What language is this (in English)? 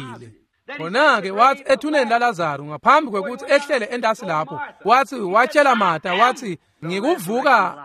Swati